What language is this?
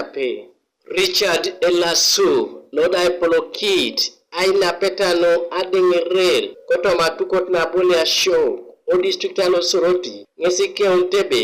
Teso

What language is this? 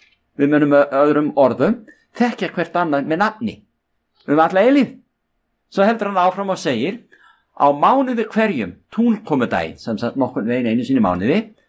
Icelandic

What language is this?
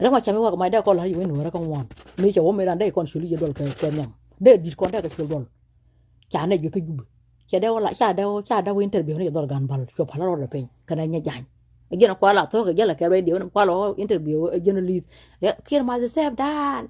Nuer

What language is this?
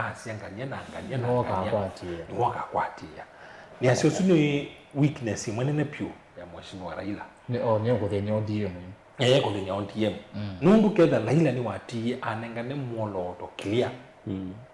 Kamba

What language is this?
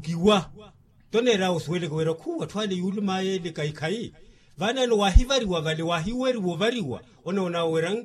Makhuwa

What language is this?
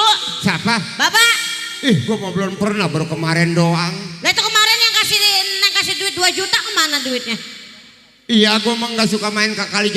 Betawi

